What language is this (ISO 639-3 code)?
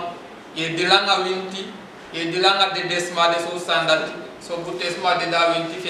srn